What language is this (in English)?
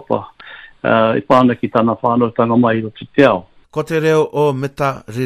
Māori